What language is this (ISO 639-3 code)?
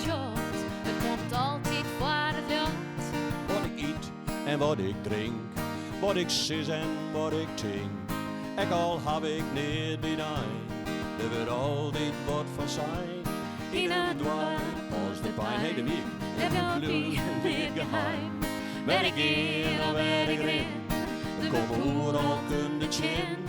fry